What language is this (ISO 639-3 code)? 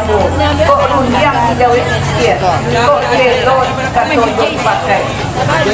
min